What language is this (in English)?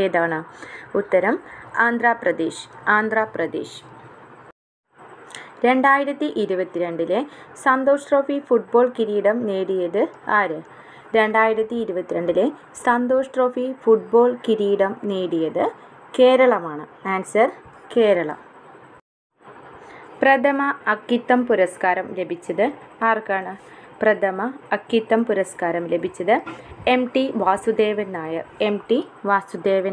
Malayalam